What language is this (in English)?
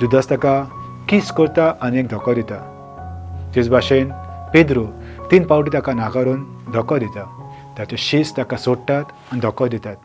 Konkani